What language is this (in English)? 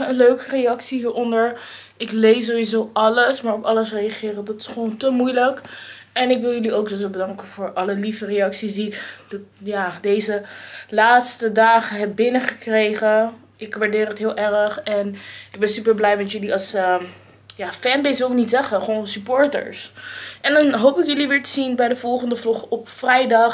Dutch